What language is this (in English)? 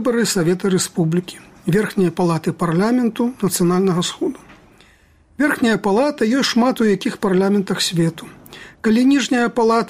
Belarusian